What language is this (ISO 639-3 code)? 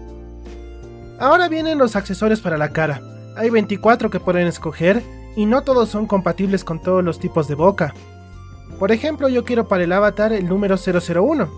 spa